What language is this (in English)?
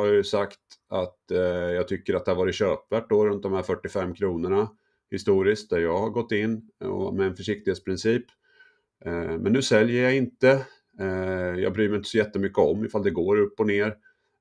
Swedish